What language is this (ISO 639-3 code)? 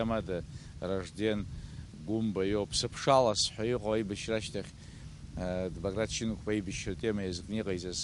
abk